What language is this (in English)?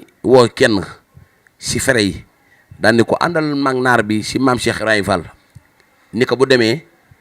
Wolof